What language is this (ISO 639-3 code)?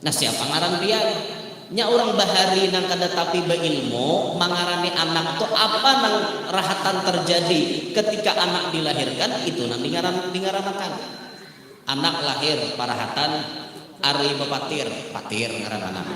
bjn